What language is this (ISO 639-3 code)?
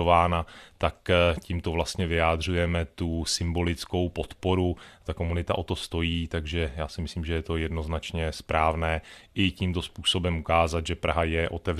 ces